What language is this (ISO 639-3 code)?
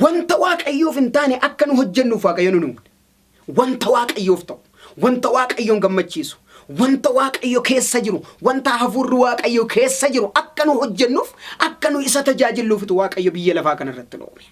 orm